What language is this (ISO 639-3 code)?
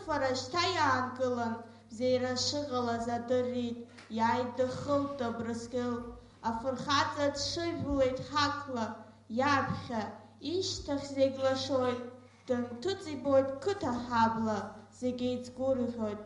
abk